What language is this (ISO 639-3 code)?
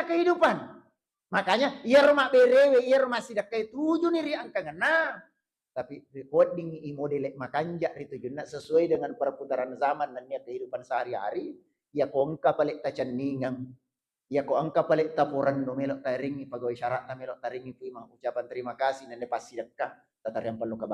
bug